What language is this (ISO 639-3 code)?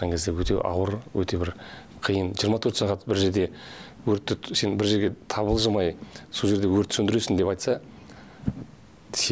kaz